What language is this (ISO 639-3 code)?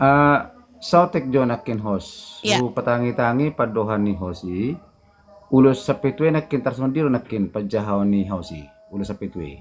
bbc